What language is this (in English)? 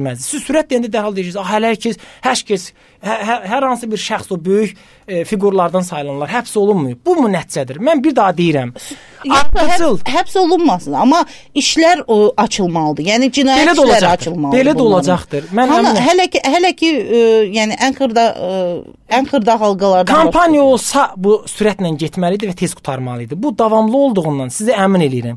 Azerbaijani